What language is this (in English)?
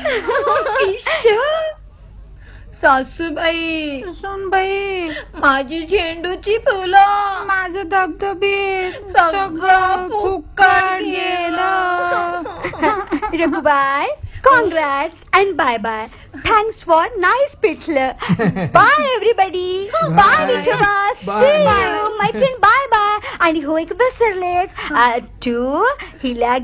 Marathi